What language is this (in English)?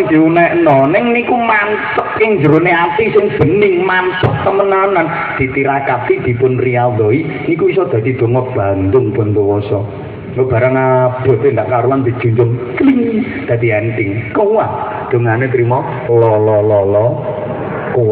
Javanese